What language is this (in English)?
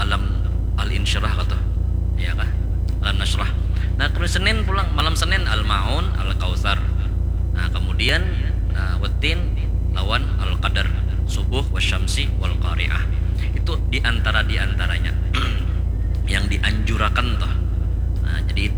Banjar